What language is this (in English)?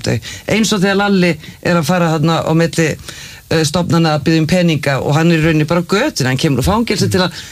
Icelandic